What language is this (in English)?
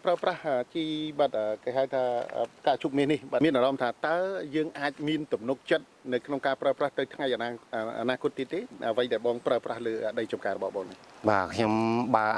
Khmer